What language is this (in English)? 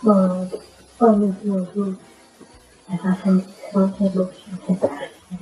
Neapolitan